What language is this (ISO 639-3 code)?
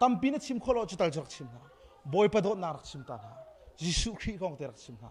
cnh